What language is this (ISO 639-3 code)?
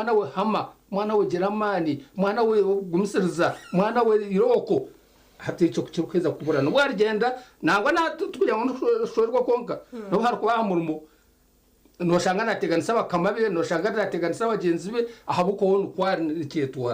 nyn